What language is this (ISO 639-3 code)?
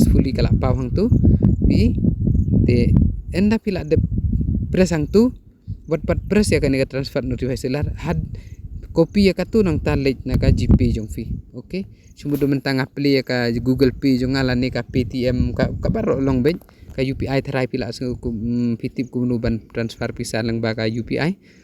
kha